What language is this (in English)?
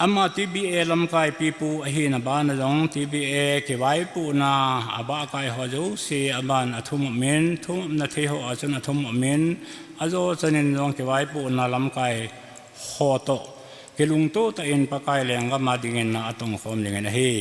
Thado Chin